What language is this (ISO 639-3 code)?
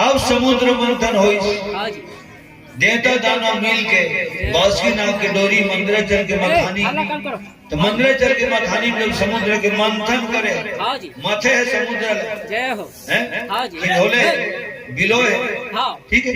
hne